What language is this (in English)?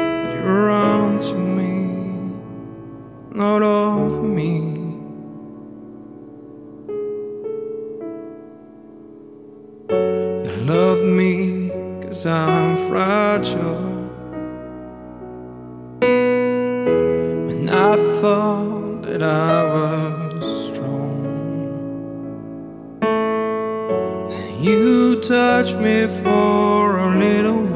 English